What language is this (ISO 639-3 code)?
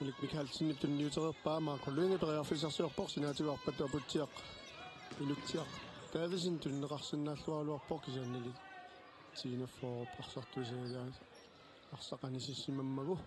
kal